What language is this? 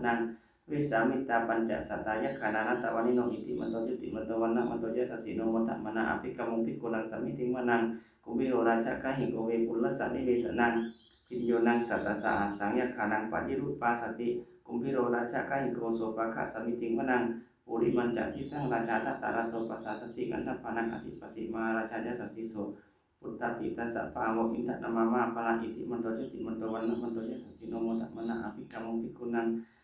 Pali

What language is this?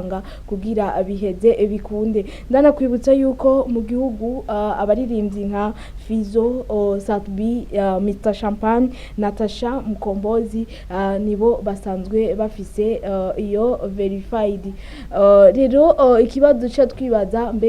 Rundi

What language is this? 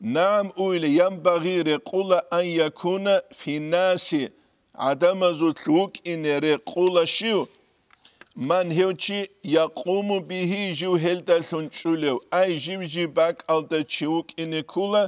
Avaric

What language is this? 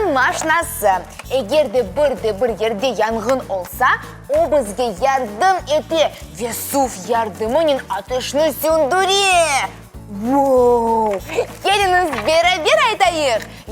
Crimean Tatar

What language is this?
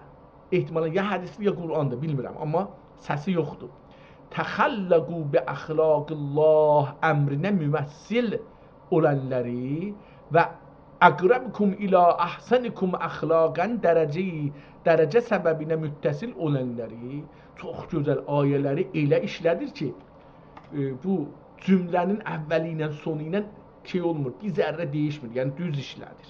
South Azerbaijani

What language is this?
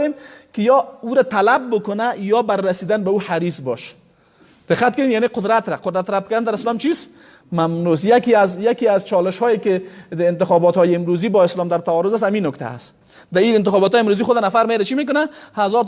Persian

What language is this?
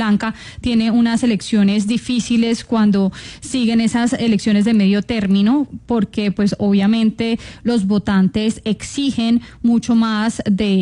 Spanish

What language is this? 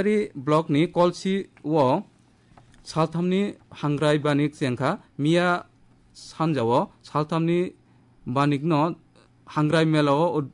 Kok Borok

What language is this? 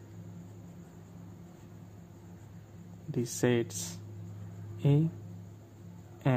Marathi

